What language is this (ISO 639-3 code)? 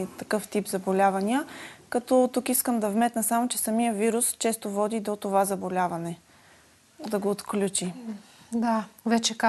bul